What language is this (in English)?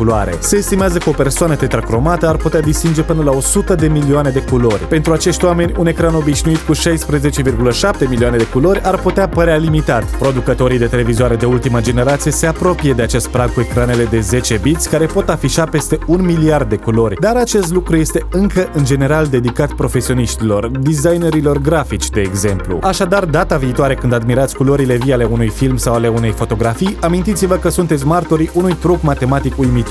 Romanian